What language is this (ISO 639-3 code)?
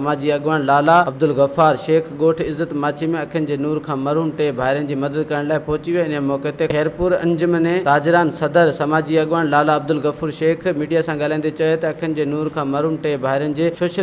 snd